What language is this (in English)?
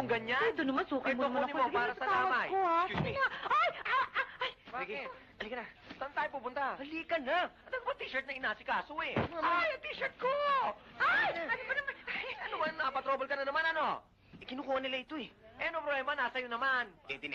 Filipino